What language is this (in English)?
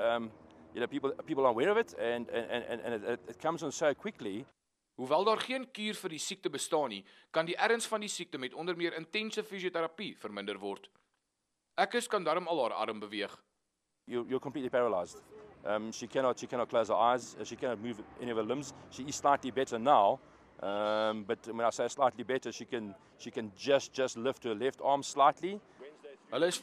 Afrikaans